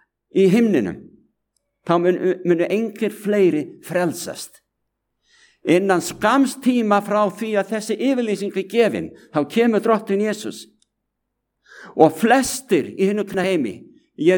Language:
Icelandic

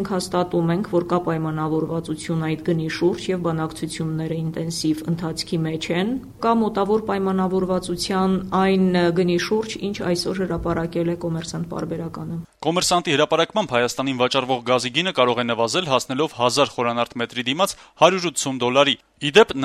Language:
Armenian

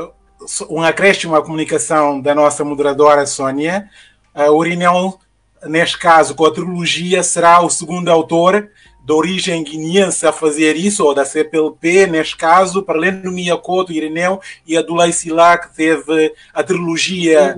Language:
Portuguese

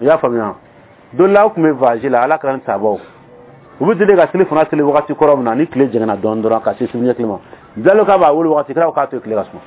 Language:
Bambara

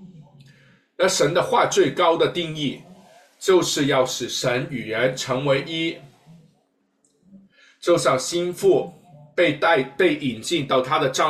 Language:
Chinese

